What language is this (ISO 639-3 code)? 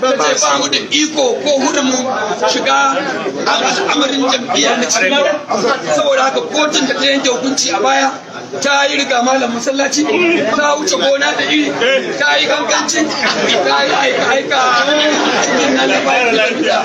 hau